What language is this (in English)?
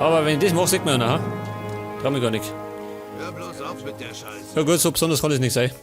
Bavarian